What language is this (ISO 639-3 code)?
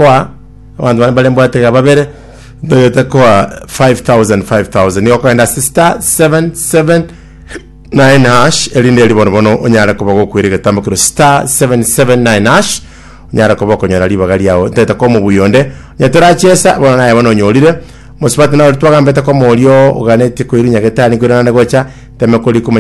guz